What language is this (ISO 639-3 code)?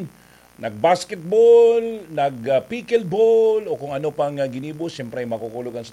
bik